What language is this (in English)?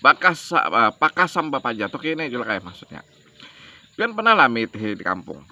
Banjar